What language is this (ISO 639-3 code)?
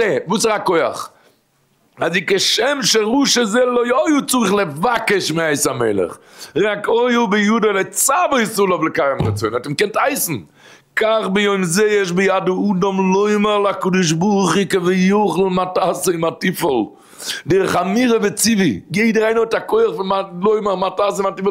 yid